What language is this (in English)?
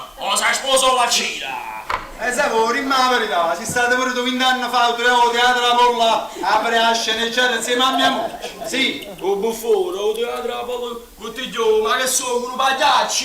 Neapolitan